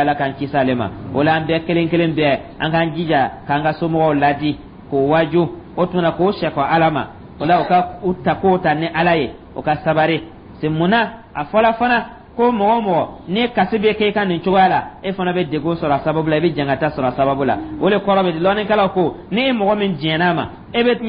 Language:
Dyula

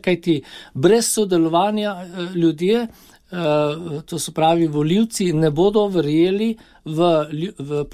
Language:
Slovenian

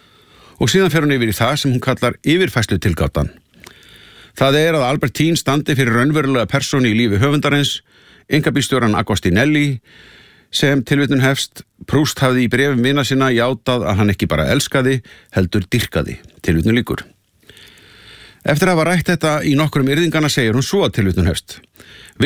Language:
Icelandic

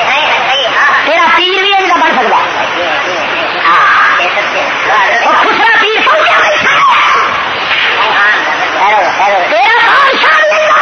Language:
Urdu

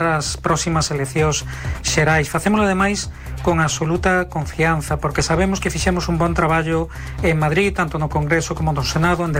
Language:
Galician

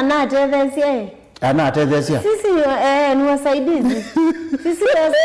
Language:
Kamba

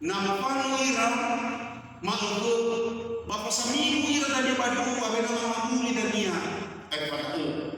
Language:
Nias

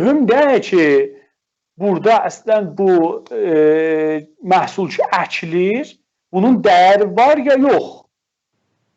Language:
South Azerbaijani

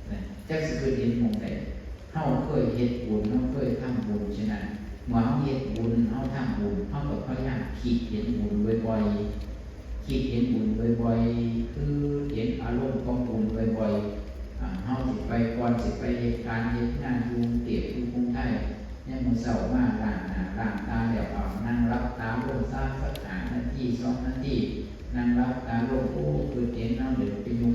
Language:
Northeastern Thai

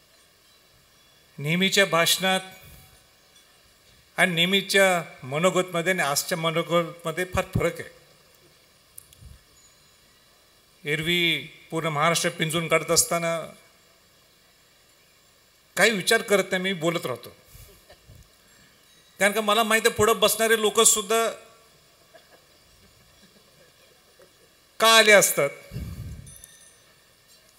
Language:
Marathi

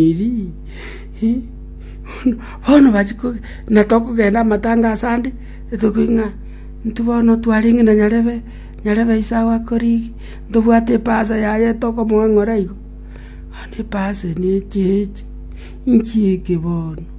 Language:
Gusii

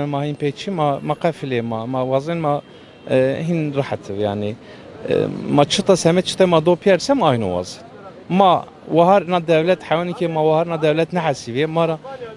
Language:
Kurdish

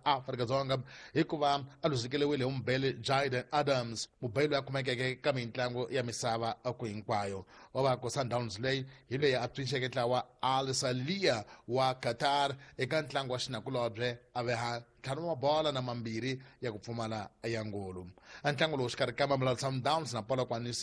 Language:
Tsonga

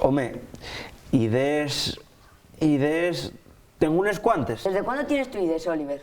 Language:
Asturian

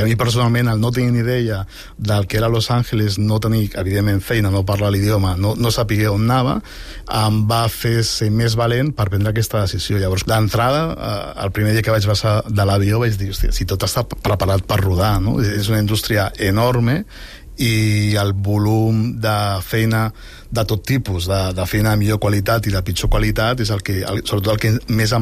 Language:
Catalan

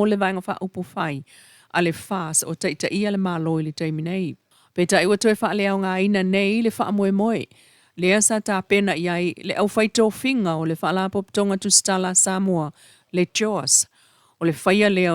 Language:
Samoan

